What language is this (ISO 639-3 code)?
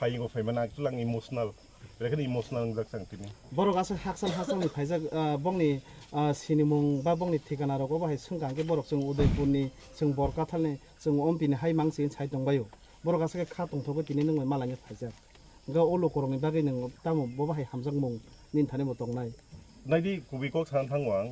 trp